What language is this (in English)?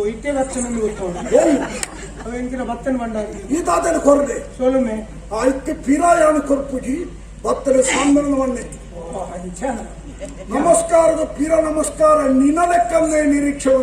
Tulu